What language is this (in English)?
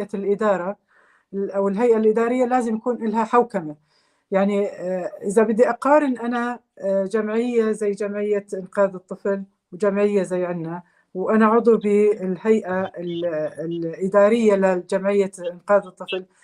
North Levantine Arabic